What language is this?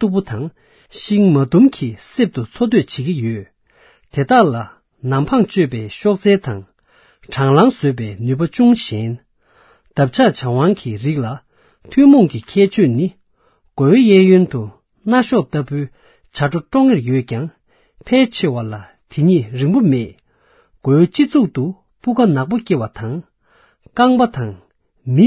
Tibetan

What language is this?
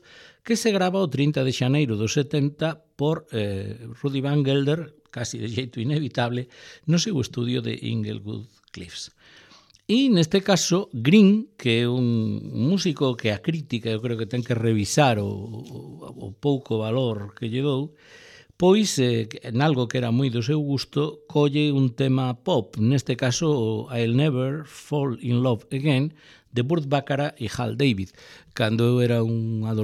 Galician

